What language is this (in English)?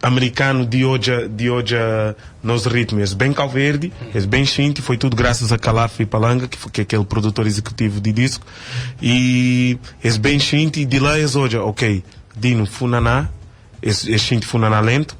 Kabuverdianu